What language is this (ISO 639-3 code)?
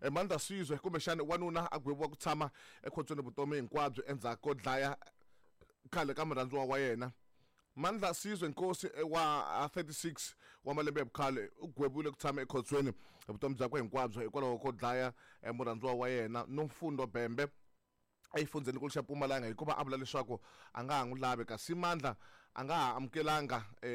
tso